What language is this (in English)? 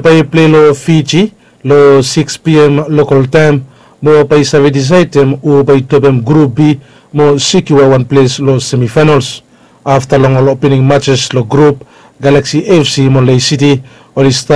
Bislama